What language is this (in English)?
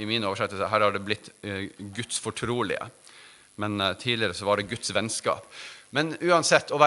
Norwegian